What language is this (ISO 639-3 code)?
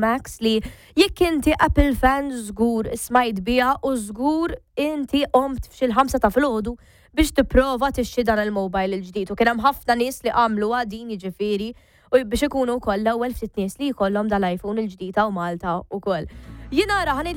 mlt